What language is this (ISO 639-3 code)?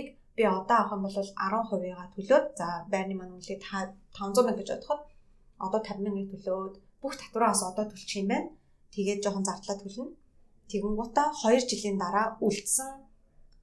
mon